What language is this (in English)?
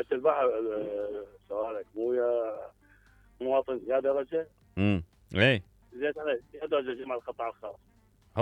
Mesopotamian Arabic